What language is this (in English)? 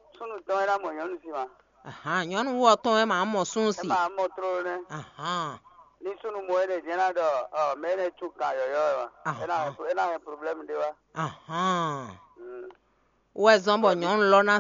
Fon